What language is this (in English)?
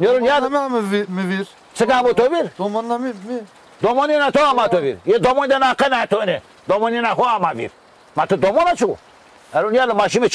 Zaza